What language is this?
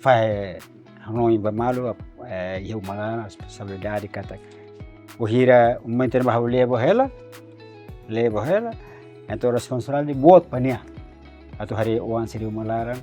Tetum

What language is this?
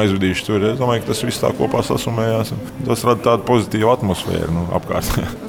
Latvian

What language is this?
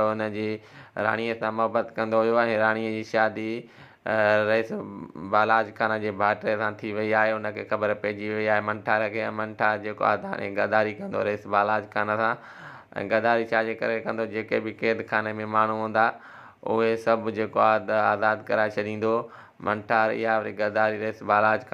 Sindhi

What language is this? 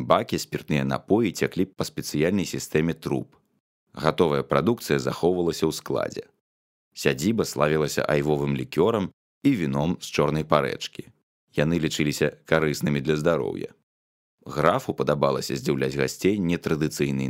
Belarusian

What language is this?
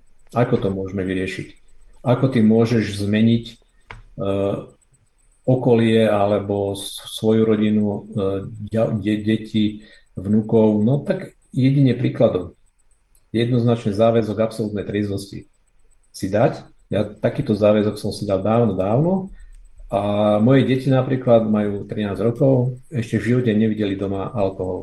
Slovak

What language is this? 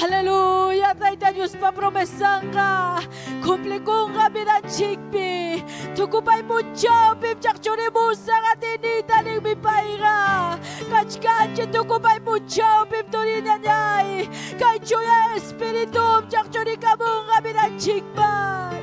Ayacucho Quechua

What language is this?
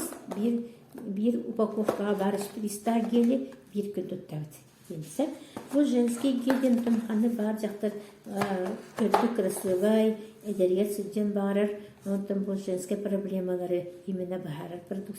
Yakut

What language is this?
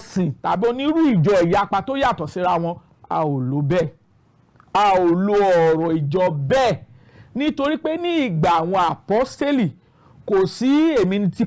Yoruba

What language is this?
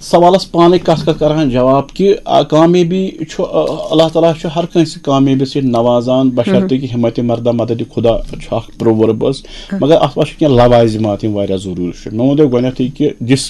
Kashmiri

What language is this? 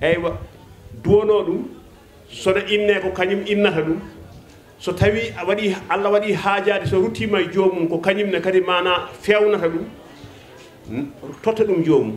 Fula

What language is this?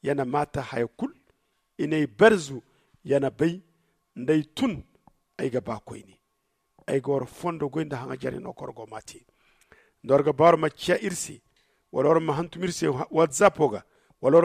Zarma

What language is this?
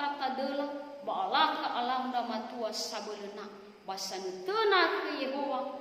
Nias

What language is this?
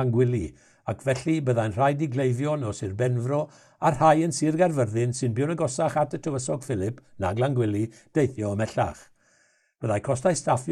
Welsh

